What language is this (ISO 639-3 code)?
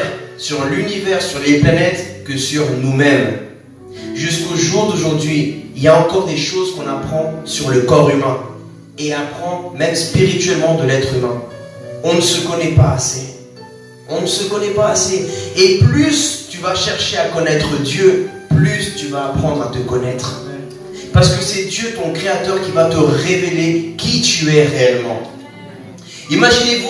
fra